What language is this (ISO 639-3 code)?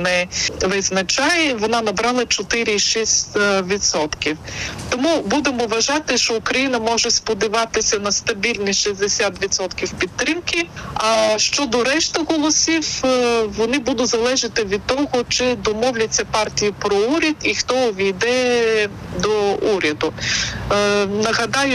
ukr